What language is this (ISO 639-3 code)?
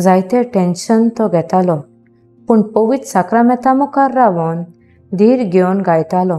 kok